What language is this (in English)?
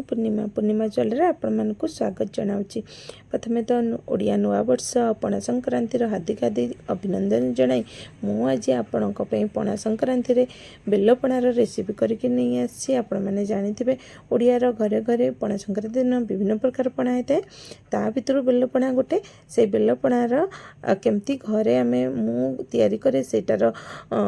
Odia